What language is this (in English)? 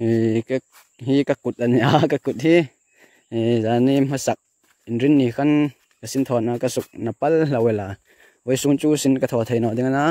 Hmar